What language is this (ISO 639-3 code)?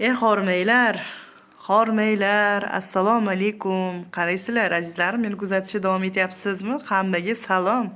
uzb